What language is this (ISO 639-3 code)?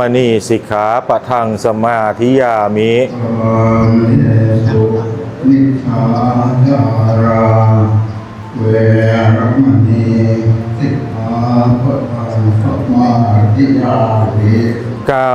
pli